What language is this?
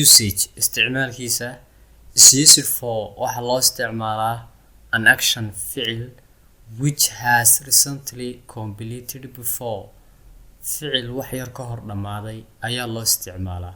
Somali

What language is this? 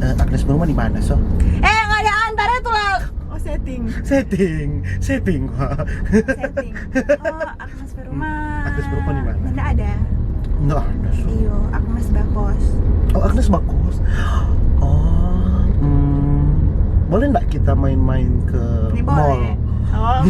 Manado Malay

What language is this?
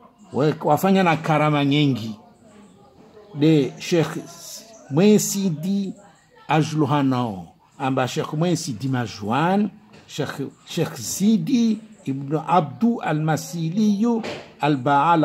Swahili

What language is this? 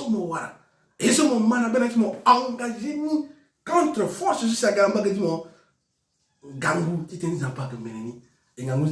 Sango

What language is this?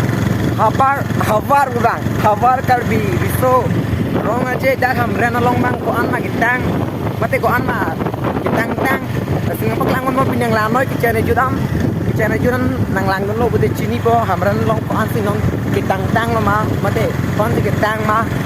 Karbi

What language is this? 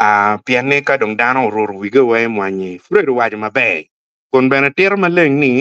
Acoli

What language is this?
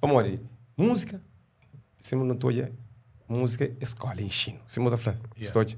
Kabuverdianu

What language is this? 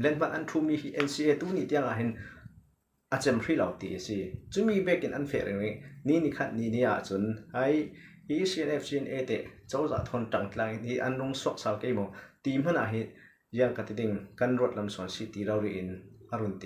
Falam Chin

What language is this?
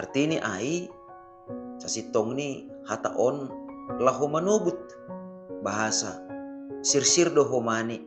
Batak Simalungun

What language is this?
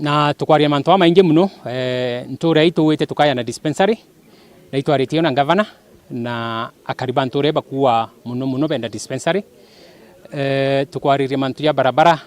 Meru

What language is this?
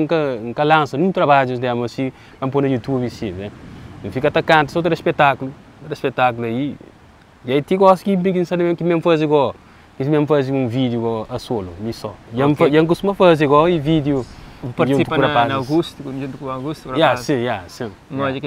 Kabuverdianu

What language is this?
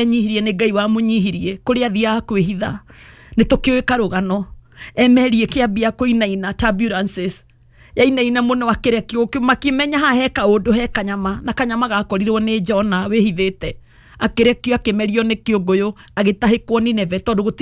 Kikuyu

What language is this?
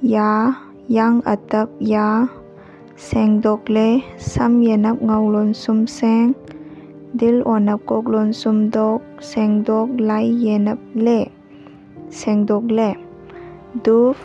Manipuri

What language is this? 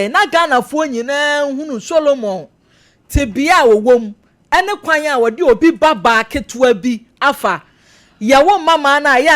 Akan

